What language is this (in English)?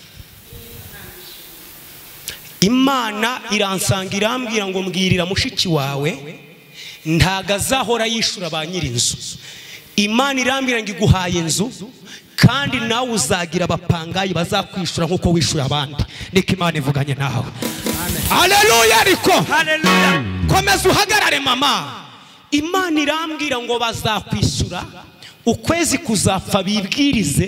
Kinyarwanda